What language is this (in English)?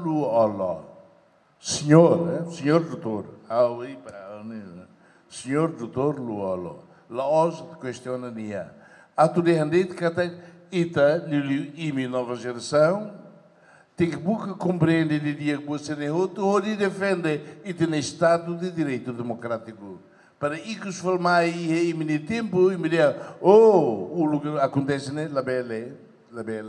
Tetum